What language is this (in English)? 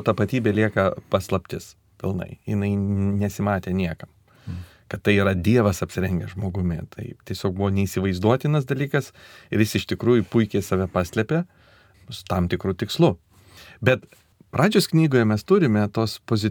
Lithuanian